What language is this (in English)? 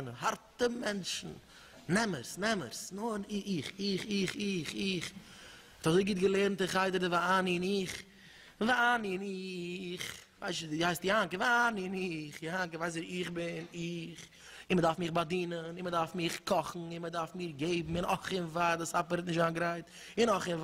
Yiddish